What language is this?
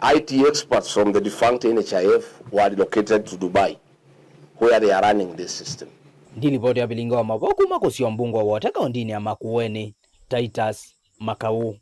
Kamba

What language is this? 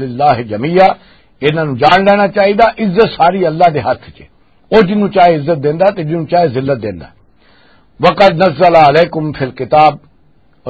Western Panjabi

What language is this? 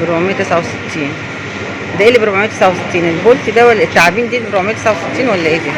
Egyptian Arabic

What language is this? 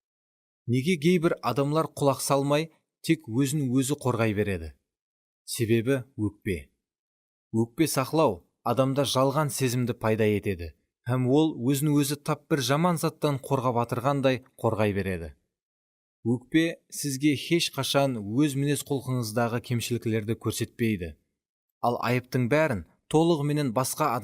Kara-Kalpak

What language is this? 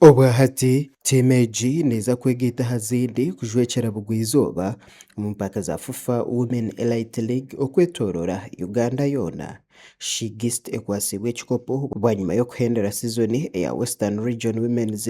Nyankole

